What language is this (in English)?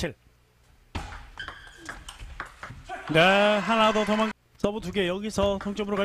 Korean